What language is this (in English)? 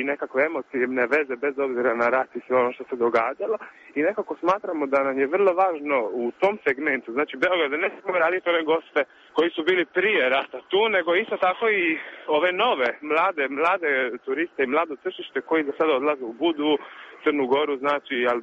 Croatian